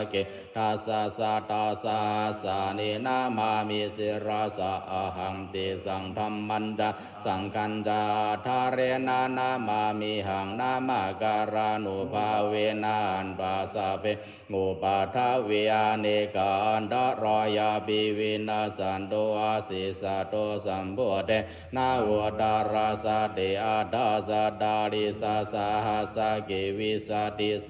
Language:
Pali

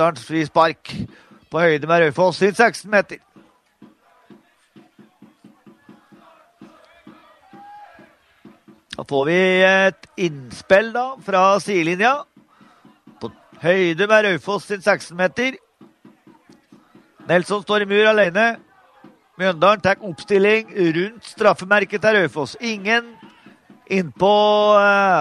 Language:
Norwegian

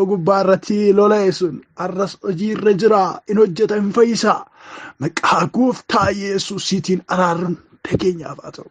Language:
Oromo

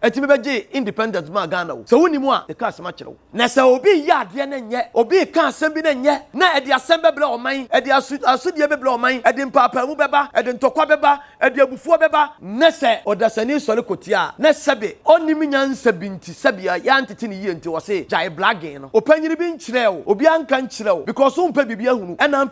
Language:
Akan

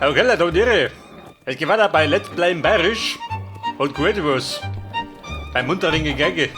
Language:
Bavarian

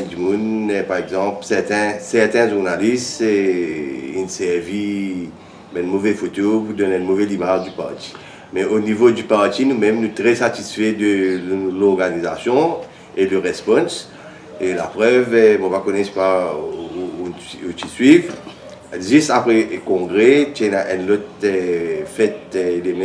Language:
Morisyen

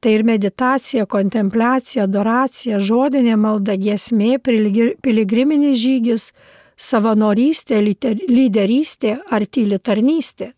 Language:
Lithuanian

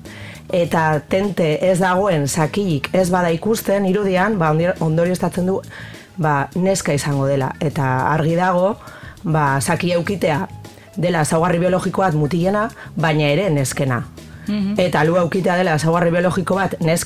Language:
Basque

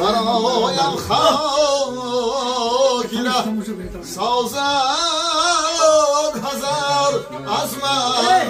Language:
Tajik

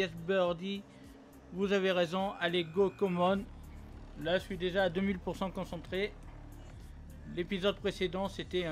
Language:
French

